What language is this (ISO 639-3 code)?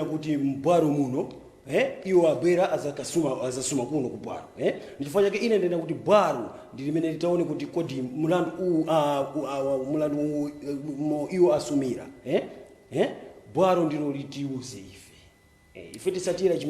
nya